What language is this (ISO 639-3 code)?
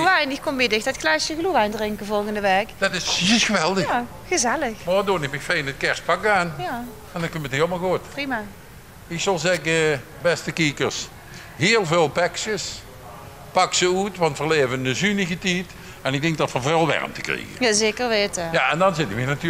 lim